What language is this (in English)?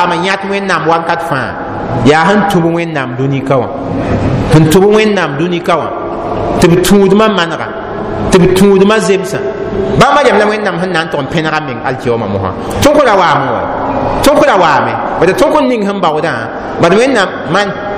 Mossi